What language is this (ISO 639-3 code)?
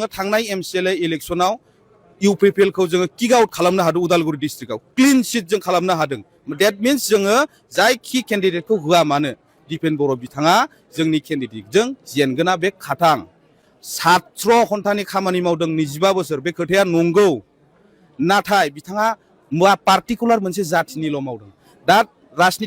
brx